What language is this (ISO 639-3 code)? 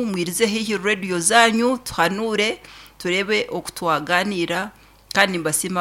nyn